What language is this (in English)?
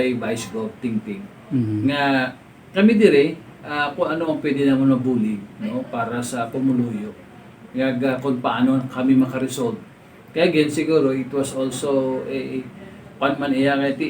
Hiligaynon